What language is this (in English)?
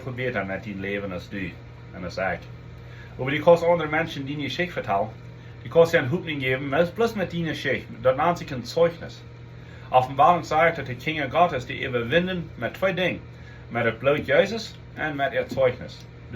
Plautdietsch